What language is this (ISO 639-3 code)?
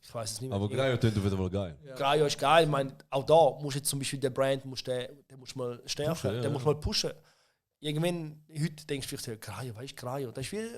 gsw